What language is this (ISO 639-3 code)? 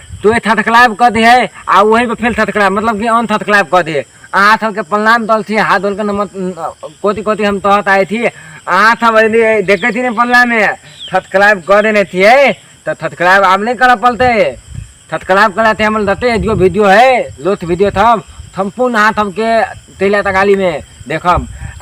mai